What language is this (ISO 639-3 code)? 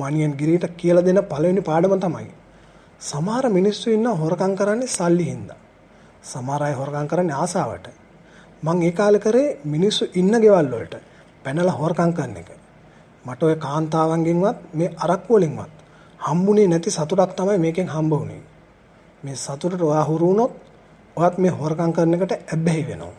sin